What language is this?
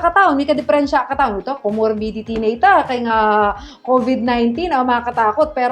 Pampanga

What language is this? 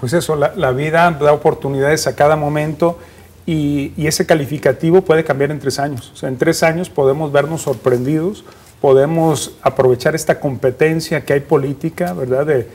Spanish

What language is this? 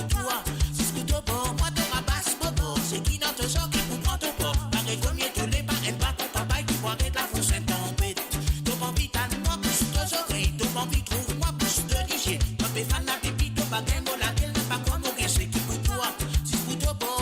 Morisyen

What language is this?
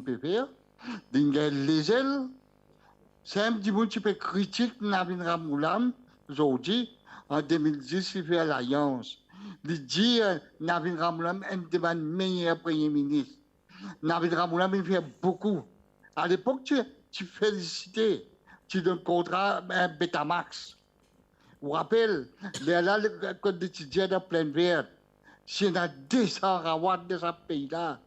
Morisyen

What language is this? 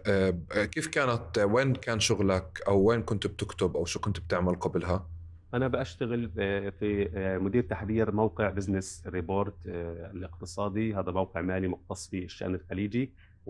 North Levantine Arabic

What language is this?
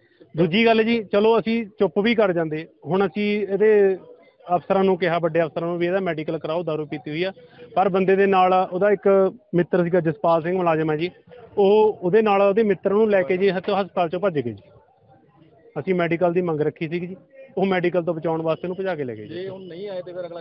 Punjabi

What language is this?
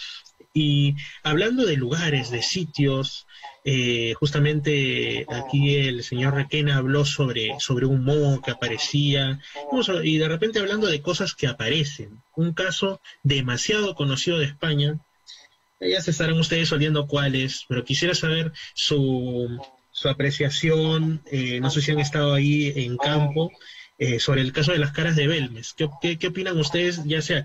Spanish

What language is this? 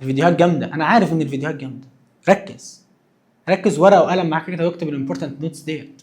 Egyptian Arabic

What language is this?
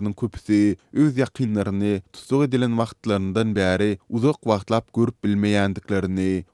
Turkmen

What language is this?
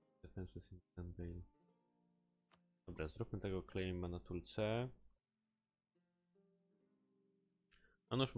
Polish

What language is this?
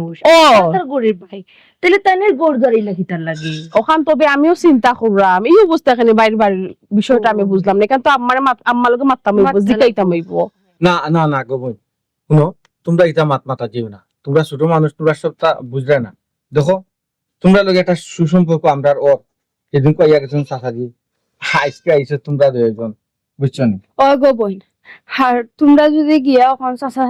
Sylheti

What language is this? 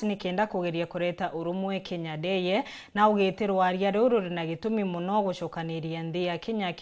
Meru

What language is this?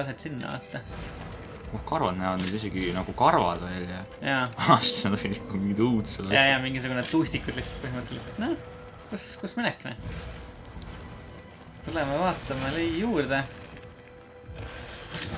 Estonian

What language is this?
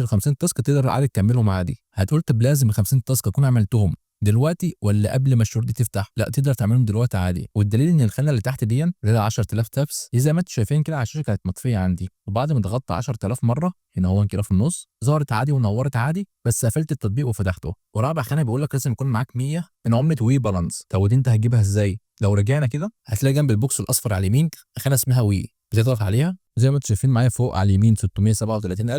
Egyptian Arabic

